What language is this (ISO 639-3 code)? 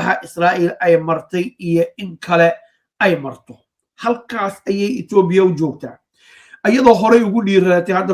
som